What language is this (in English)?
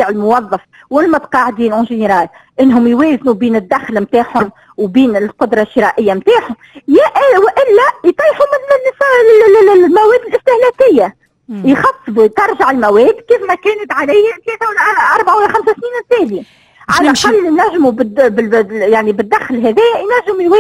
Tunisian Arabic